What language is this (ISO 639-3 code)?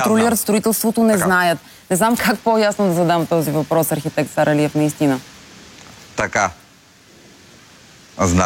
bul